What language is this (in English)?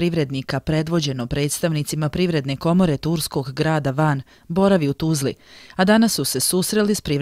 Bosnian